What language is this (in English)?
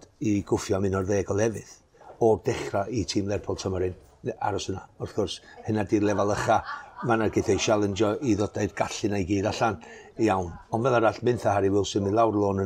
Welsh